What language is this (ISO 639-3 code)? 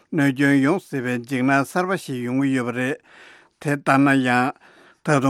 bod